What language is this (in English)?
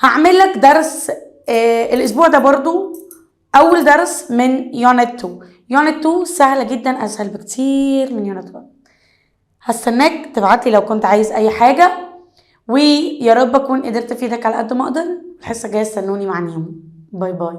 Egyptian Arabic